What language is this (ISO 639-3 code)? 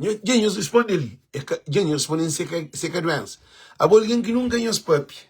kea